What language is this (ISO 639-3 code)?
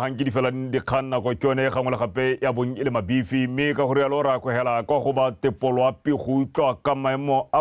tsn